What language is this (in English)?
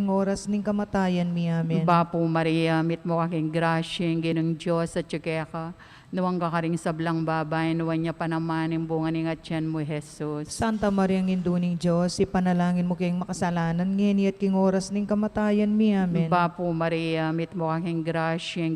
Pampanga